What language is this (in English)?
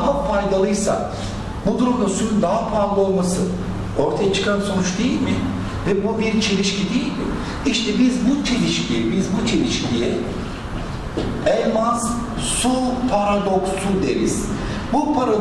Turkish